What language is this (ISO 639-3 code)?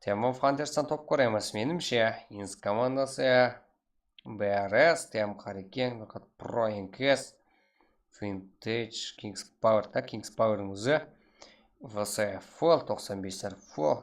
kaa